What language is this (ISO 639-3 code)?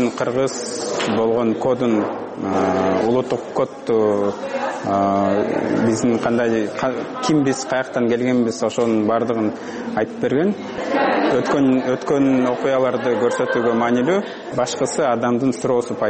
kir